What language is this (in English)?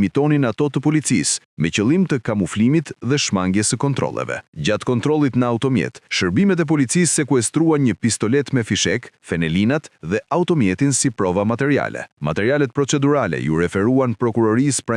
Albanian